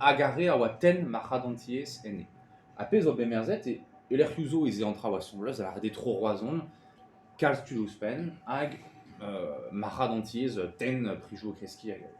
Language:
Breton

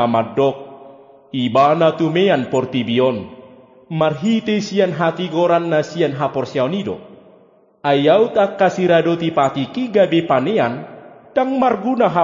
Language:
Batak Toba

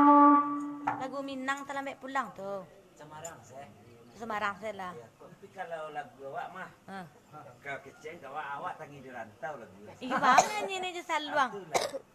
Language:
Minangkabau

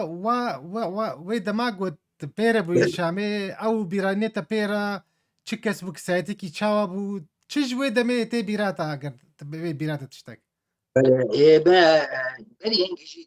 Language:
Kurdish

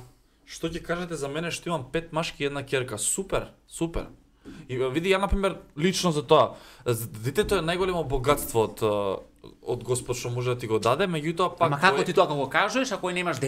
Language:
Macedonian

